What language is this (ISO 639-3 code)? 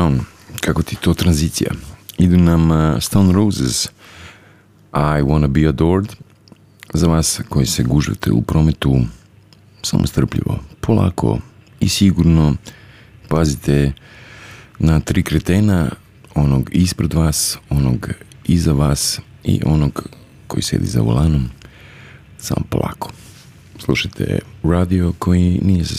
hrv